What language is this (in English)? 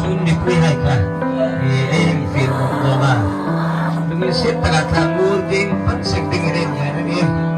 Hmar